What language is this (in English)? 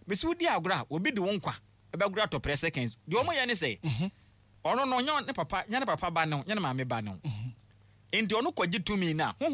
Akan